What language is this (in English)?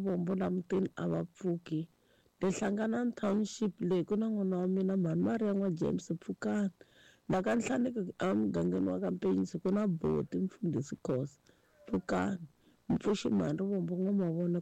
Tsonga